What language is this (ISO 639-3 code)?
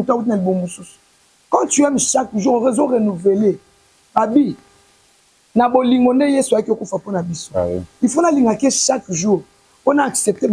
lin